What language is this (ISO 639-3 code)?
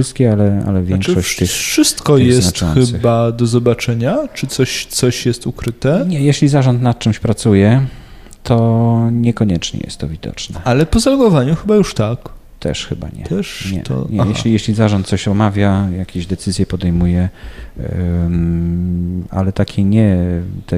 pol